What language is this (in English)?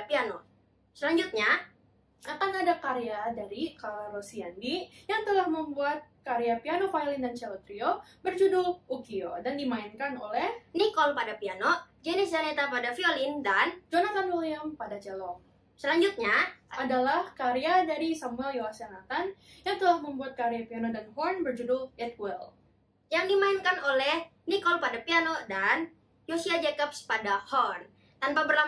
Indonesian